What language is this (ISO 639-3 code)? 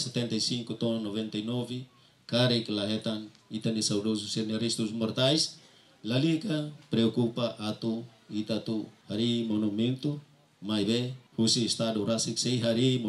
tet